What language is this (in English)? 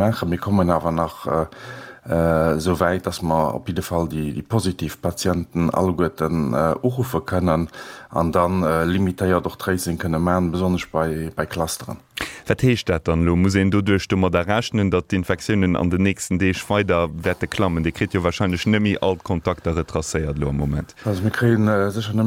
Luxembourgish